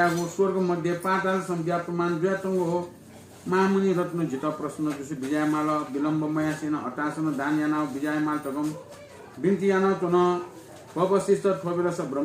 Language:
Newari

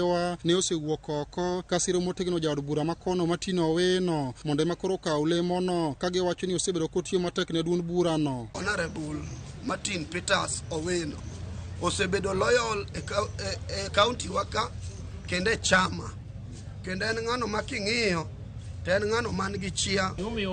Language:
Luo (Kenya and Tanzania)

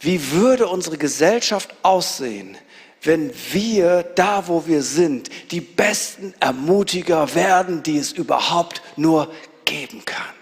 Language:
Swiss German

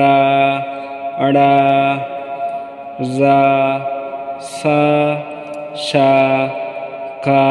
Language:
Rohingya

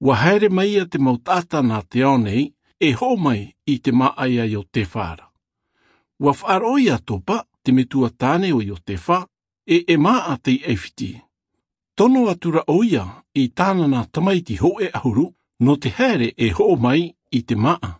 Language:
Tahitian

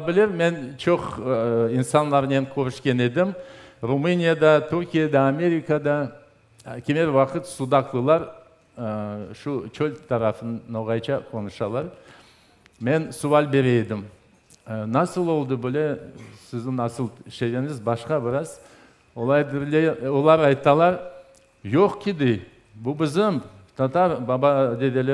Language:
Crimean Tatar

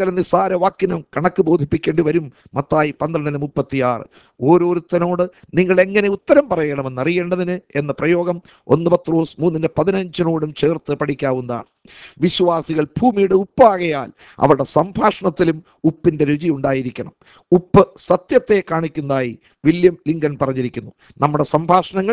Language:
Malayalam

